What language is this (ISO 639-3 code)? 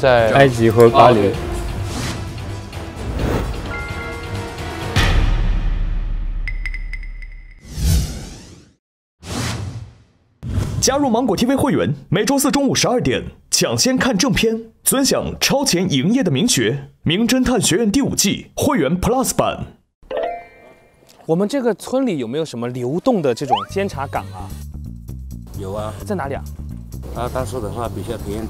zho